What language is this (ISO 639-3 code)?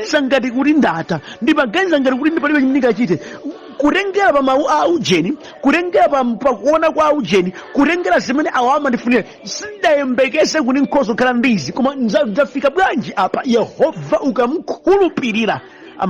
nya